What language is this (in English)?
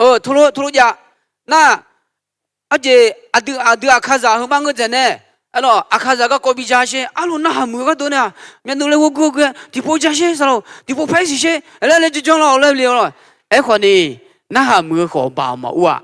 Akha